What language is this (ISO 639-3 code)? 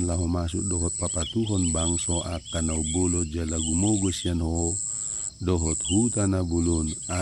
bbc